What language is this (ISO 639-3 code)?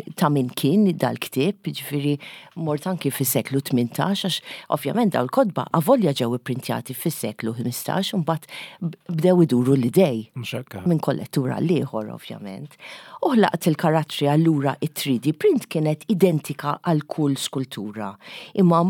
mlt